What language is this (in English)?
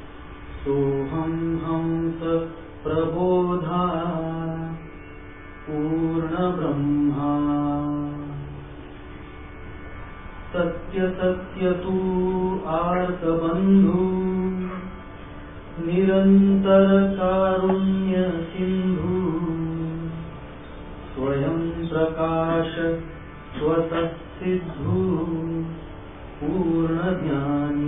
Marathi